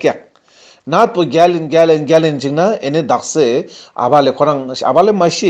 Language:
Ladakhi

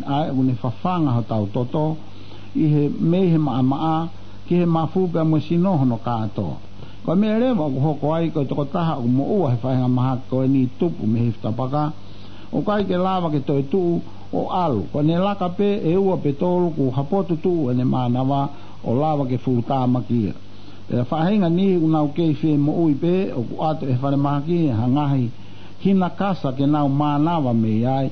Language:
Tongan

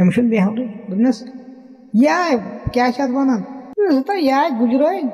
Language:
Kashmiri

